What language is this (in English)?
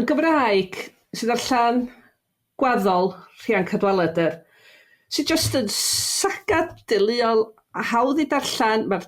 Welsh